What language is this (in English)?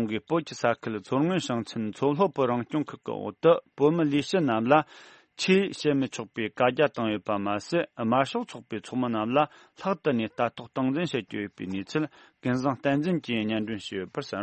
Tibetan